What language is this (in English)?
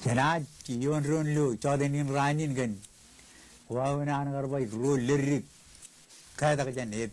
Marshallese